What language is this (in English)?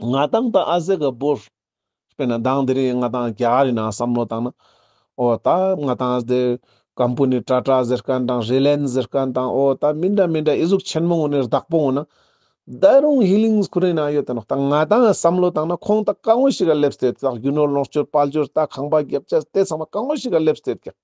Ladakhi